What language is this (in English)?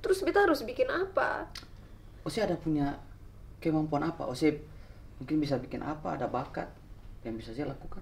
Ambonese Malay